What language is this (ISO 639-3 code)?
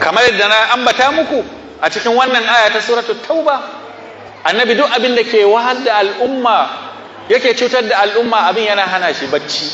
hau